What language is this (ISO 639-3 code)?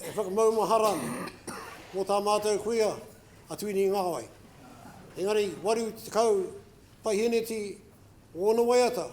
mri